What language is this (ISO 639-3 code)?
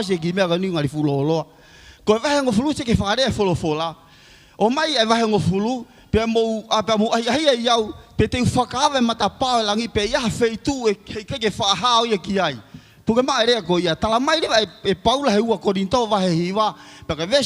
ton